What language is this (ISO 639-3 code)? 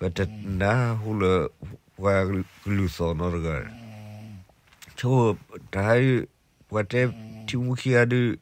ksw